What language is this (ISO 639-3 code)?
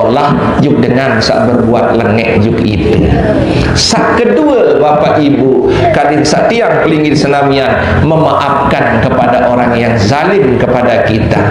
sas